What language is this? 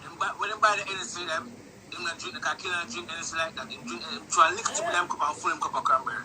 Jamaican Creole English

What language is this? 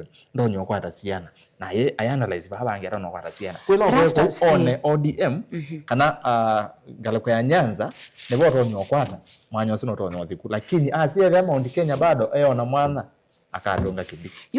Kamba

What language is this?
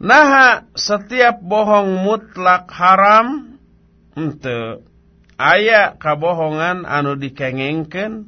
Sundanese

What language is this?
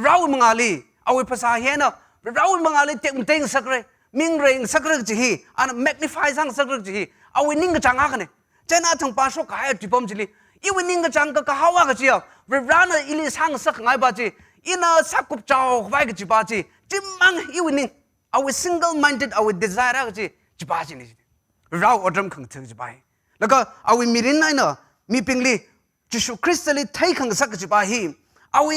Tangkhul Naga (India)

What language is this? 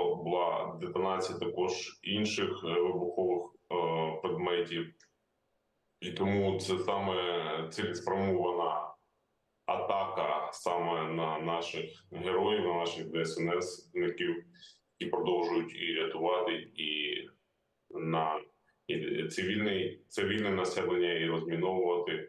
Ukrainian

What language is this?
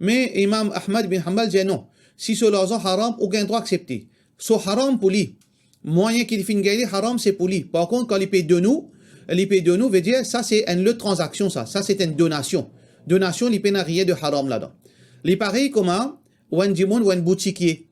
Morisyen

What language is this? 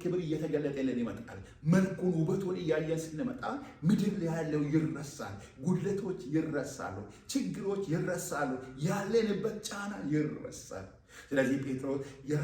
Amharic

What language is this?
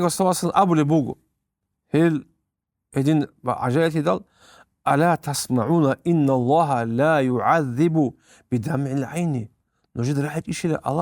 Avaric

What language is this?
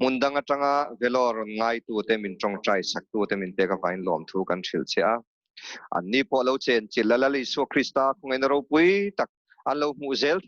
Mizo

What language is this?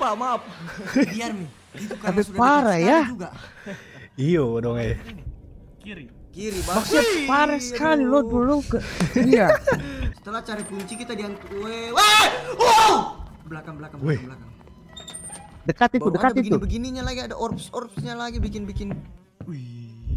Indonesian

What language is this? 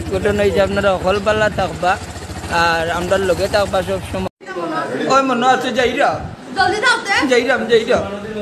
Sylheti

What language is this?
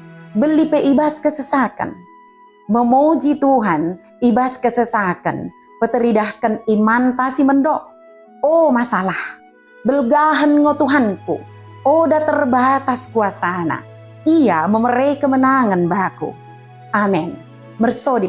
Batak Dairi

